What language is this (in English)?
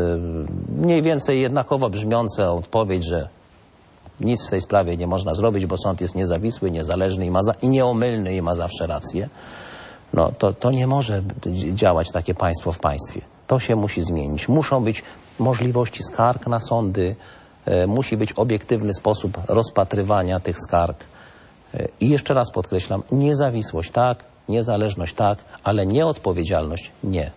Polish